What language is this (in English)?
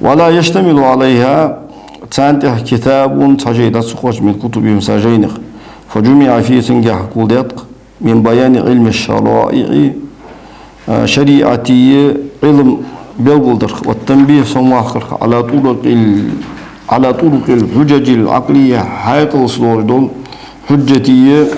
Ingush